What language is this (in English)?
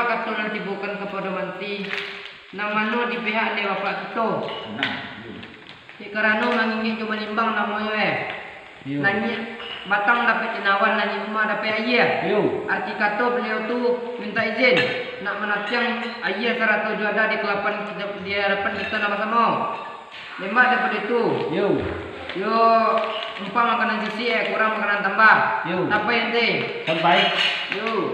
Minangkabau